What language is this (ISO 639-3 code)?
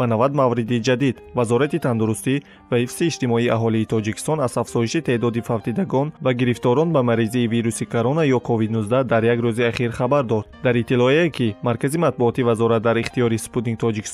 tgk